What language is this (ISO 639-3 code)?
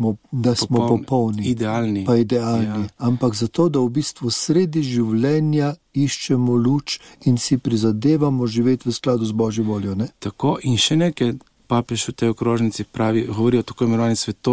slv